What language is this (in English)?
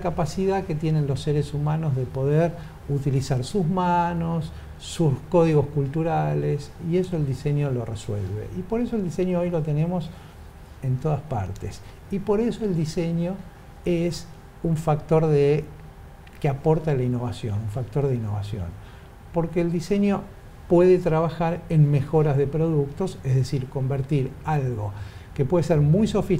Spanish